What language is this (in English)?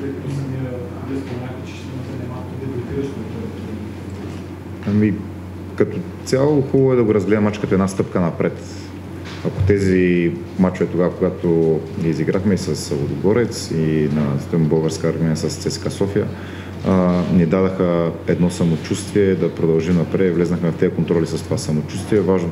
Bulgarian